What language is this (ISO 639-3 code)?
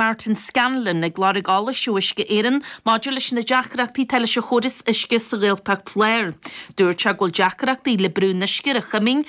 gle